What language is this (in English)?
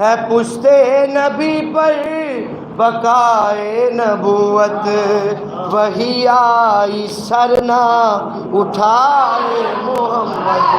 Saraiki